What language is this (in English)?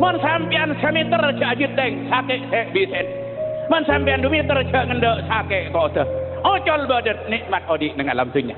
Madurese